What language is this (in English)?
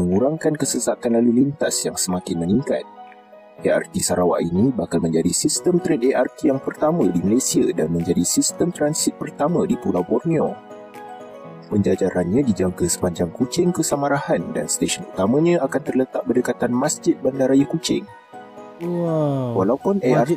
Malay